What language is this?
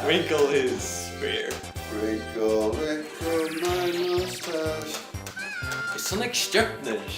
Faroese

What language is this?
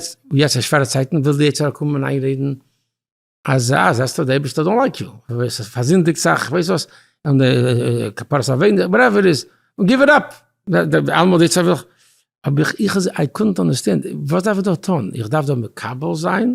Yiddish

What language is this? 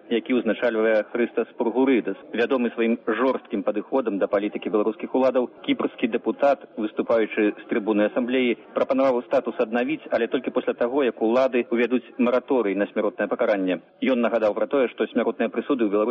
Belarusian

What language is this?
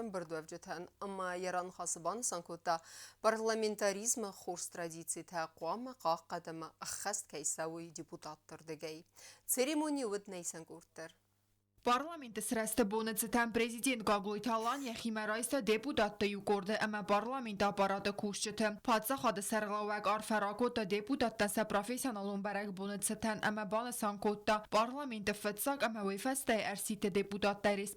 Ossetic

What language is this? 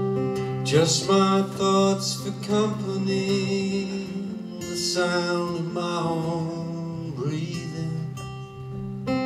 English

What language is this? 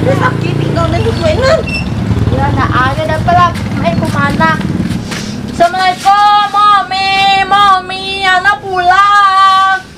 Minangkabau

